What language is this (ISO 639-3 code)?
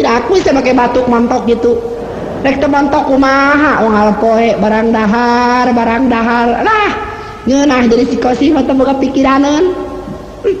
sun